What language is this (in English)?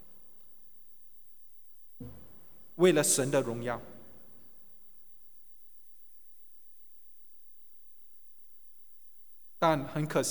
Chinese